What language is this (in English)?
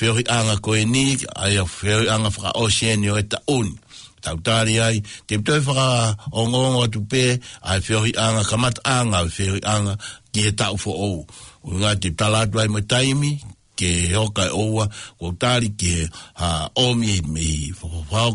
Tongan